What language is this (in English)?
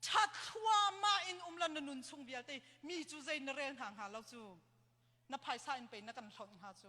Hakha Chin